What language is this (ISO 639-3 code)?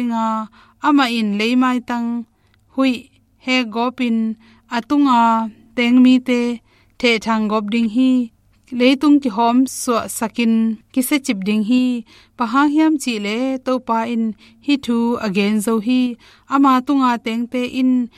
ctd